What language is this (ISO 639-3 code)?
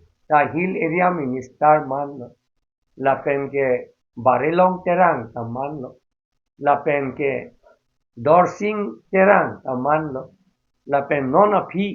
mjw